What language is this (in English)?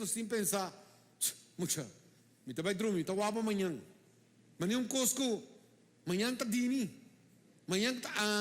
Papiamento